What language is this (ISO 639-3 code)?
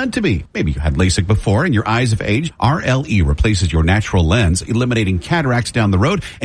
eng